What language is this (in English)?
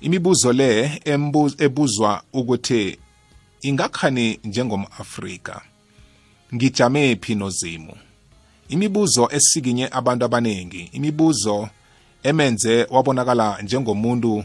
South Ndebele